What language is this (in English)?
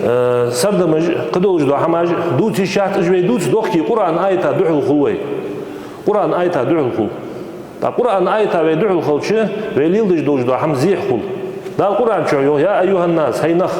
Ingush